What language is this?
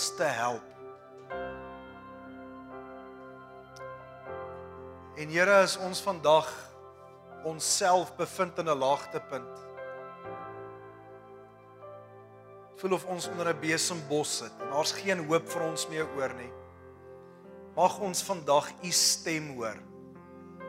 Afrikaans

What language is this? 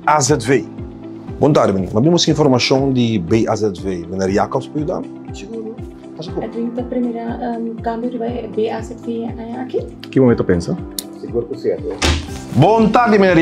Papiamento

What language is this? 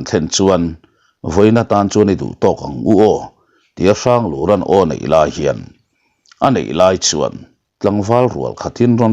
Mizo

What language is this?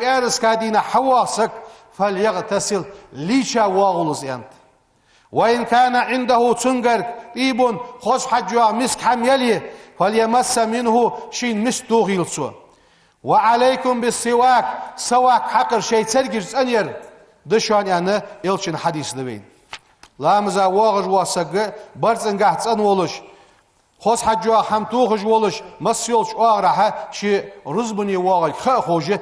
Ingush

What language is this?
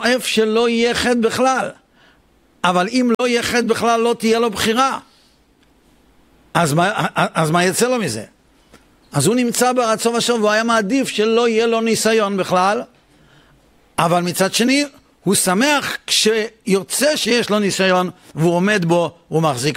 Hebrew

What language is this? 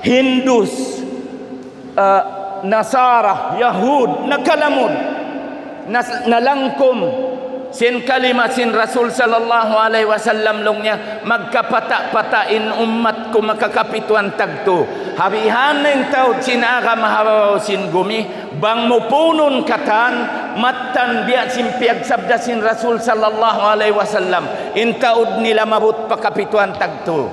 Tausug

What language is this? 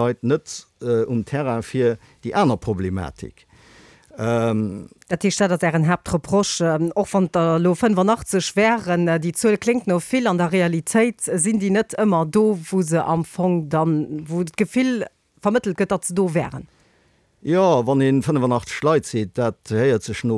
Luxembourgish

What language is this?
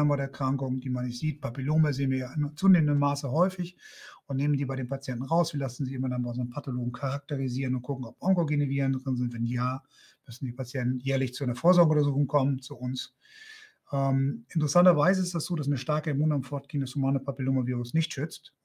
German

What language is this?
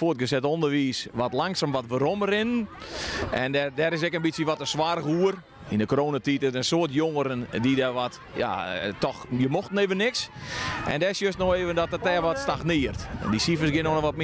Western Frisian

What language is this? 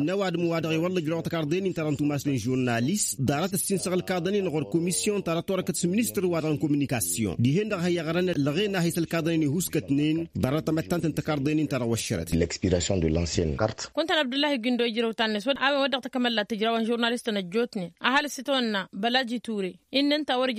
Tamasheq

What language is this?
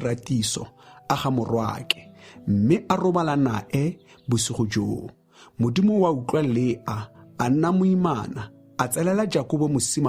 Tswana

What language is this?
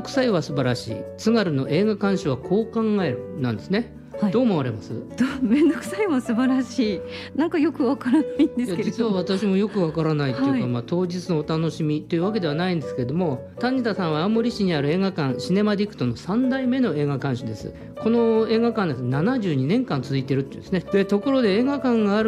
Japanese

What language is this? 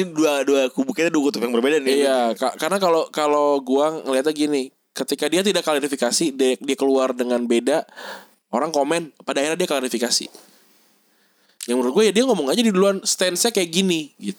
Indonesian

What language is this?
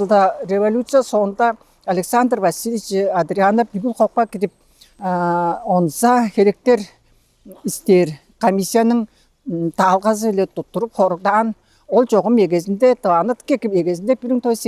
Tuvinian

